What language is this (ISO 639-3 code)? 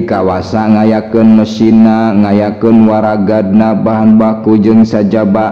sun